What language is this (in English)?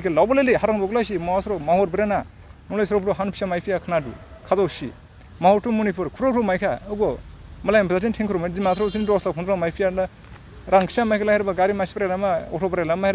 Dimasa